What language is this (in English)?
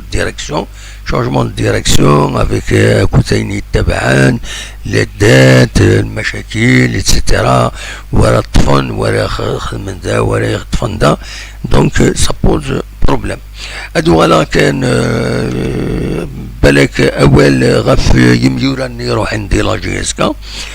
Kabyle